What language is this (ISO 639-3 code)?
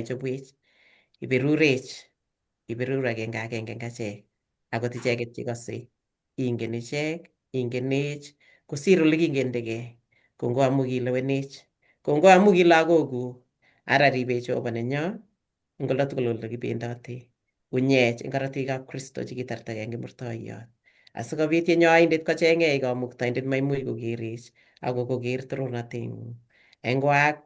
kln